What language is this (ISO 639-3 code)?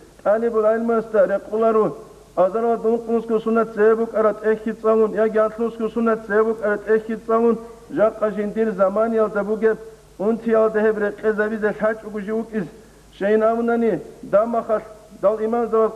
ava